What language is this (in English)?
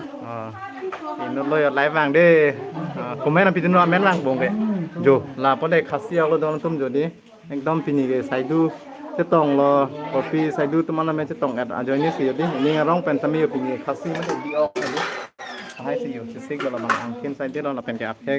Karbi